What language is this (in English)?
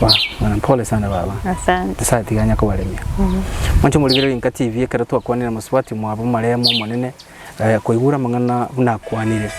Gusii